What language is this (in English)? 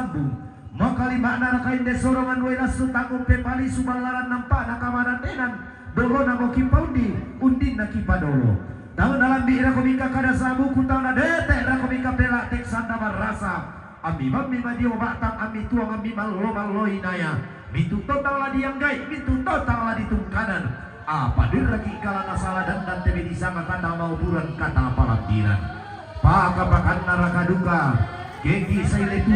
Toraja-Sa'dan